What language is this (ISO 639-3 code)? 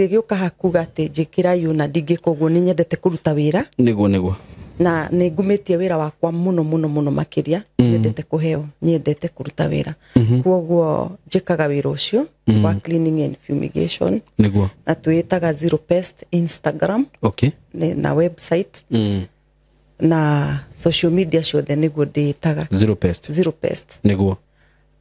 kik